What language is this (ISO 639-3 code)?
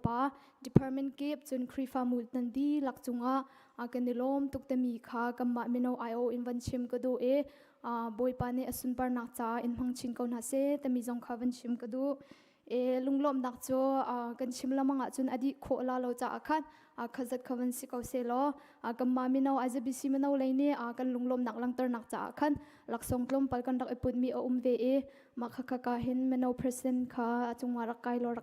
cnh